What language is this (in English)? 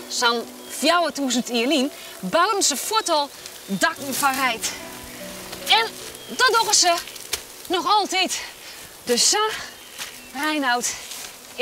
Western Frisian